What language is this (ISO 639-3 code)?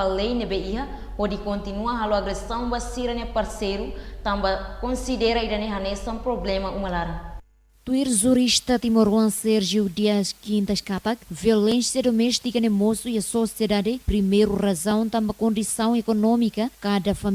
tet